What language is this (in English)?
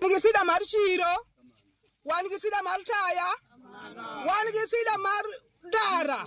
Luo (Kenya and Tanzania)